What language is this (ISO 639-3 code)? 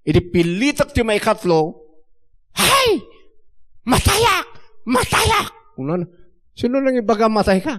ilo